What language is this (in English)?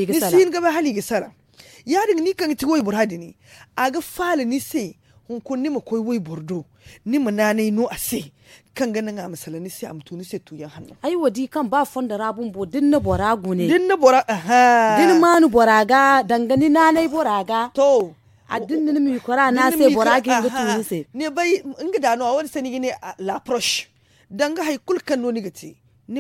Zarma